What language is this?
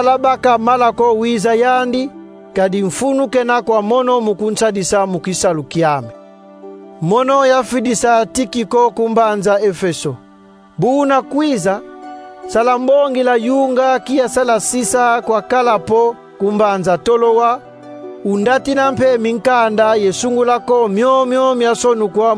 Kongo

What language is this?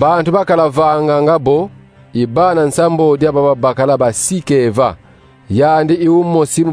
Kongo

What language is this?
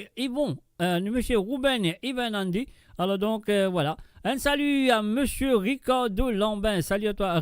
Morisyen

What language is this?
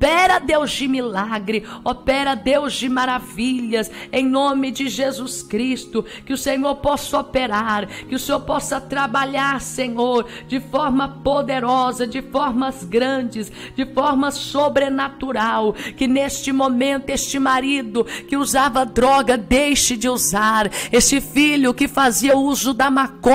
Portuguese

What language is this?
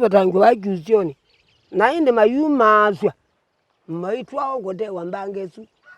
Kamba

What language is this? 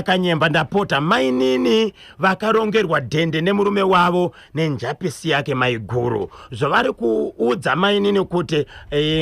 Shona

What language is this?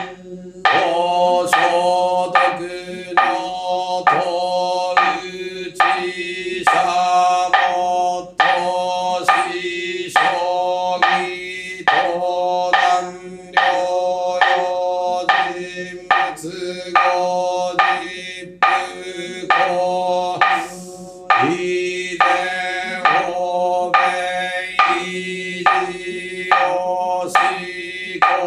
Japanese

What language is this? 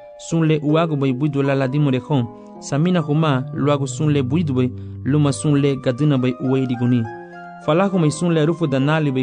Garifuna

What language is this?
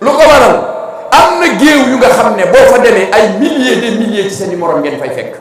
Wolof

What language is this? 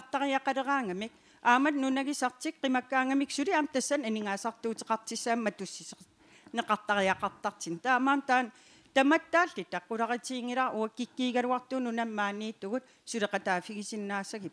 Kalaallisut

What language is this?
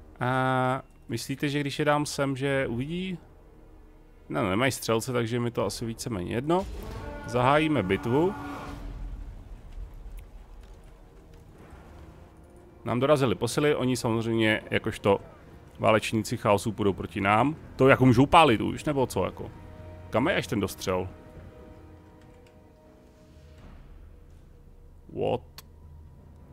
Czech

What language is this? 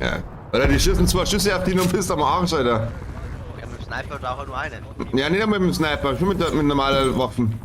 Bavarian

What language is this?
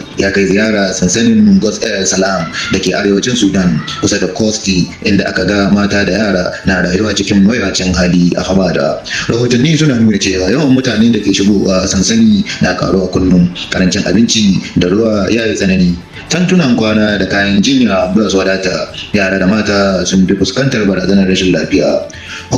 Hausa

